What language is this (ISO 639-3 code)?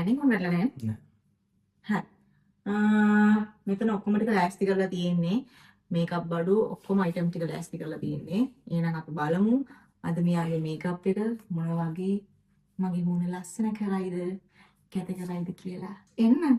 sin